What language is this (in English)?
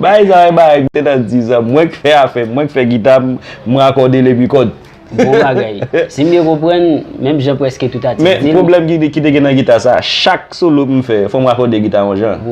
Haitian Creole